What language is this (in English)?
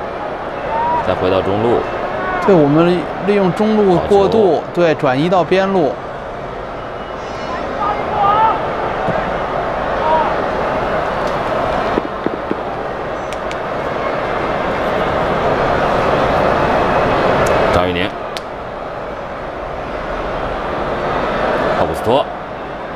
Chinese